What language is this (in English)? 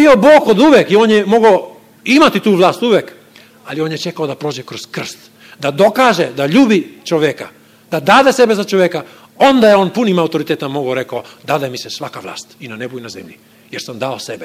Serbian